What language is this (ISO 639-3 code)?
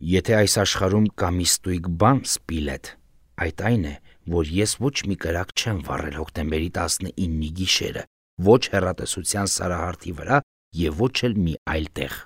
hye